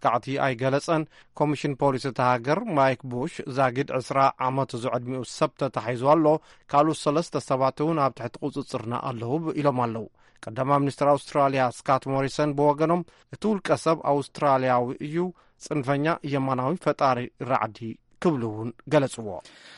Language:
Tigrinya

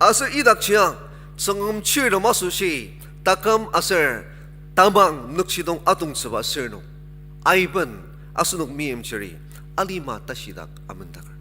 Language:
Ao Naga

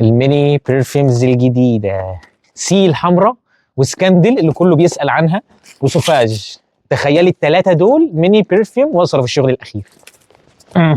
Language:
Egyptian Arabic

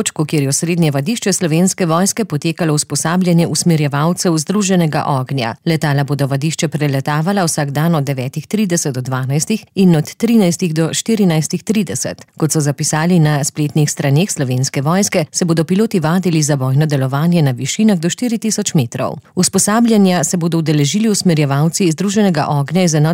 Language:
Slovenian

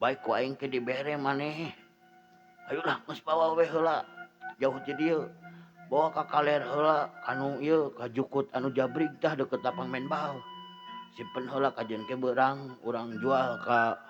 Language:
Sundanese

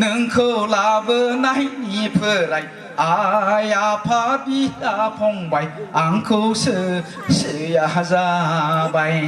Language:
Bodo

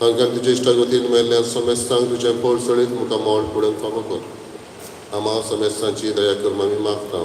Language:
Konkani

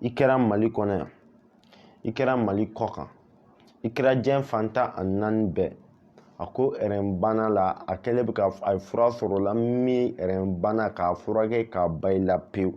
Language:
Bambara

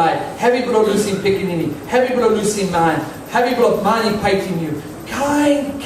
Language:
Tok Pisin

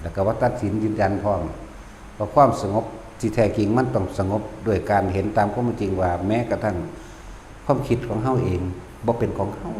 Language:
Northeastern Thai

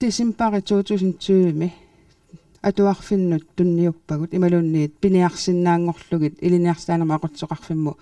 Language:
Kalaallisut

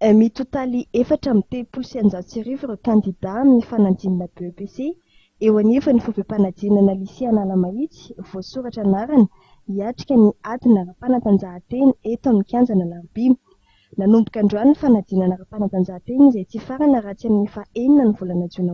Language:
Malagasy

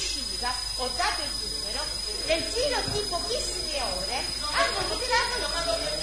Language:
Italian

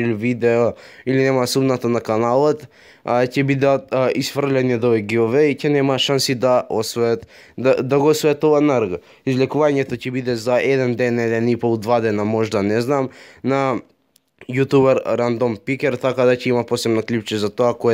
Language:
Macedonian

